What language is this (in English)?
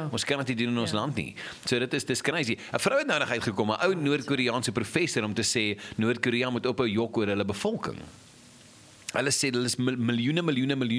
Afrikaans